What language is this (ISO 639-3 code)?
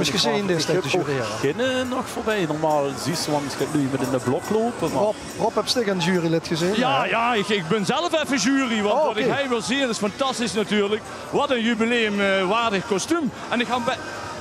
lim